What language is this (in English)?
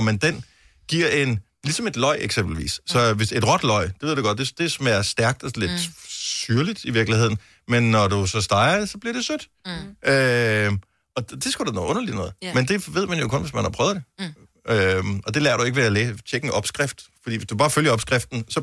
Danish